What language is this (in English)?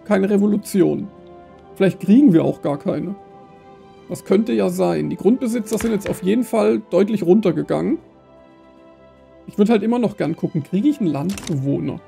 German